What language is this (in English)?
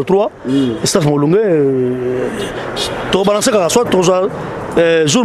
Lingala